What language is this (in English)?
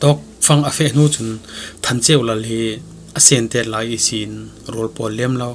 Falam Chin